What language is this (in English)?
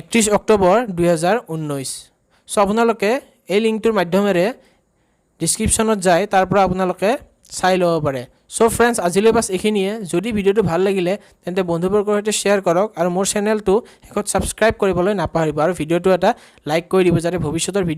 Assamese